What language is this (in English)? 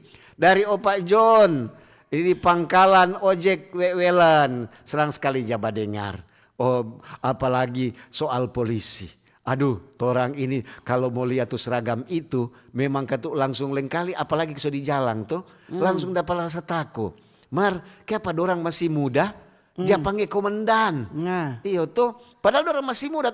Manado Malay